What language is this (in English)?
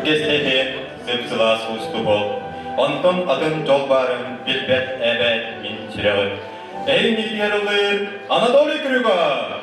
Yakut